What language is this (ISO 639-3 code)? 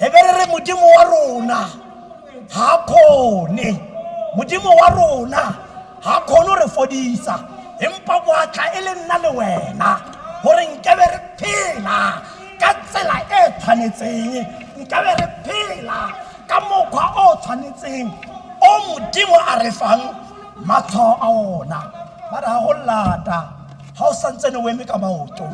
tsn